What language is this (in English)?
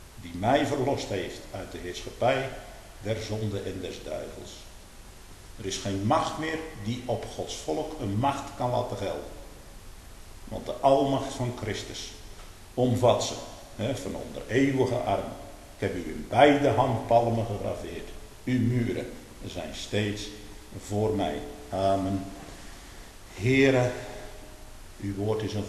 Dutch